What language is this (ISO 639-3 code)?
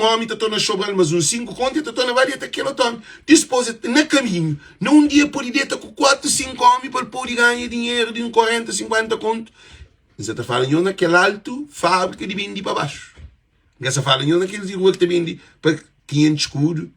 kea